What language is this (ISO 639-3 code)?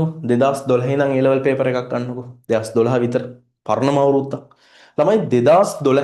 sin